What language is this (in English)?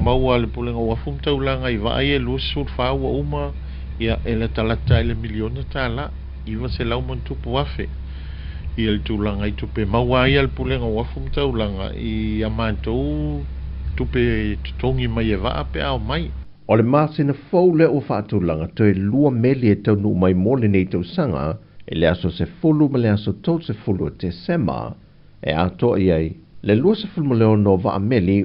Samoan